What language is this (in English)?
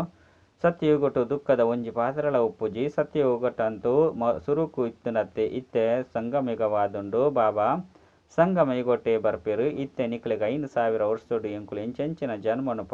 Tulu